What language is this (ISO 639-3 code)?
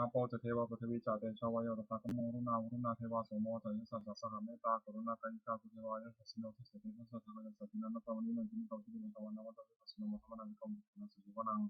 pli